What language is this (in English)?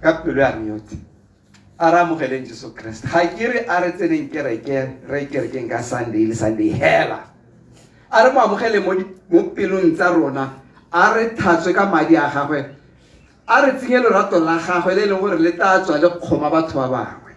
Tswana